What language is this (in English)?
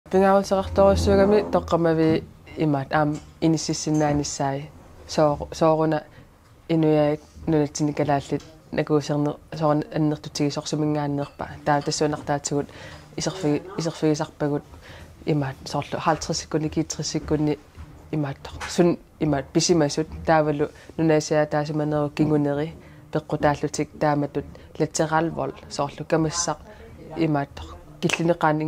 Kalaallisut